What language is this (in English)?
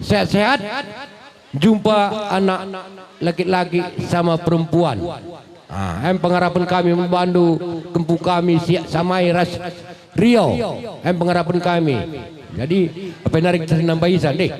Batak Karo